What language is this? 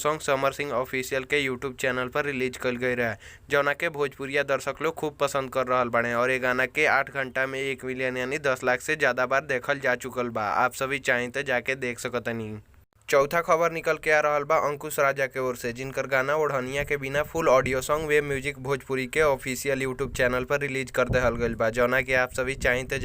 Bhojpuri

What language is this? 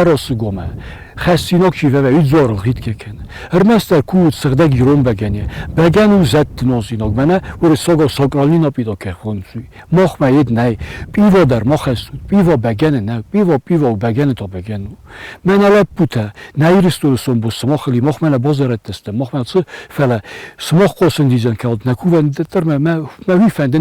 Ossetic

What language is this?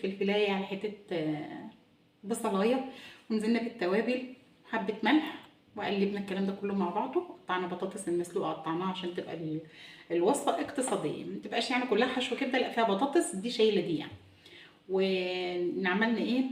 Egyptian Arabic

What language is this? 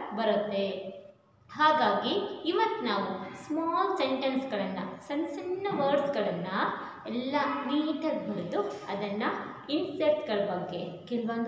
Kannada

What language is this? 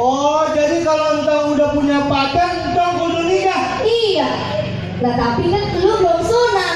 Betawi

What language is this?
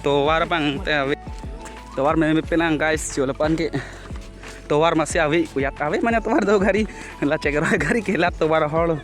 Karbi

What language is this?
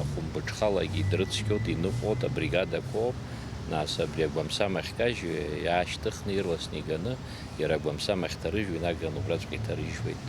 Abkhazian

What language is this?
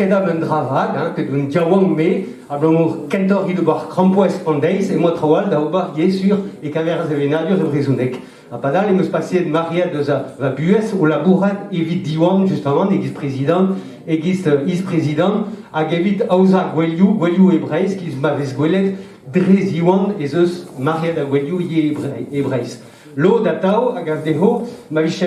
Breton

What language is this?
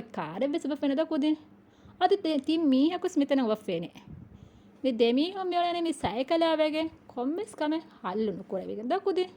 Divehi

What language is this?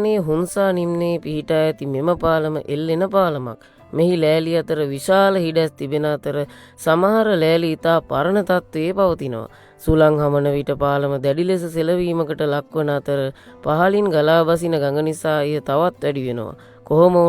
Sinhala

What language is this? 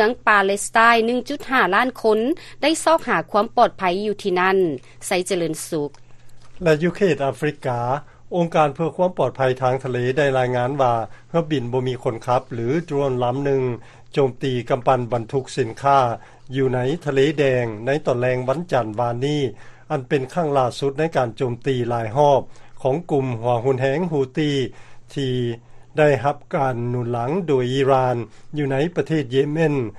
Lao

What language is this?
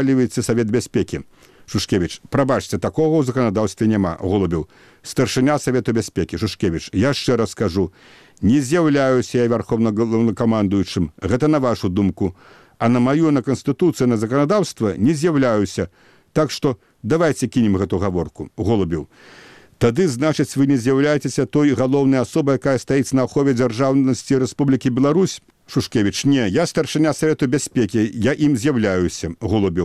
Belarusian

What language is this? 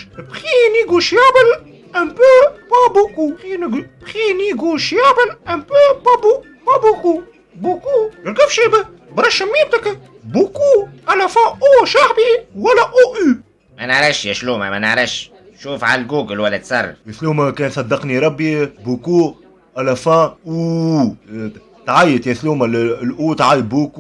Tunisian Arabic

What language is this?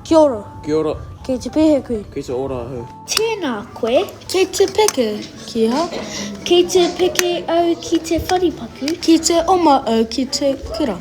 Māori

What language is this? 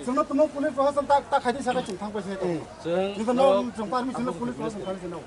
Kok Borok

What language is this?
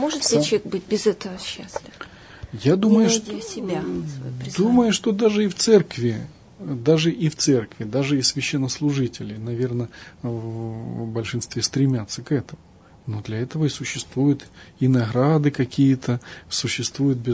Russian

